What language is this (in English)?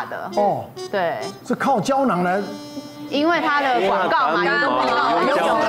Chinese